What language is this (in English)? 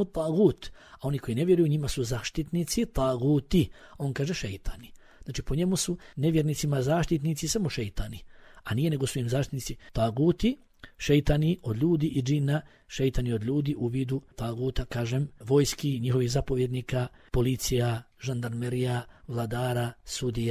Bosnian